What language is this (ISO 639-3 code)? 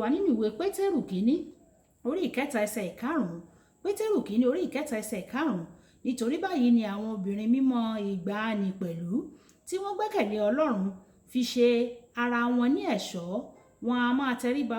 yor